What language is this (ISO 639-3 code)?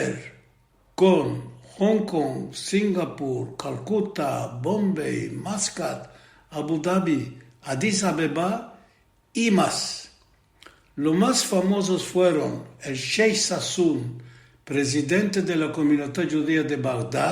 lad